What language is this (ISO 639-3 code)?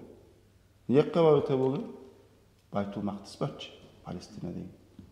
kum